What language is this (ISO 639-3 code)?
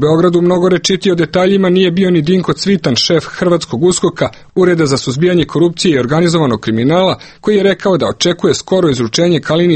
srp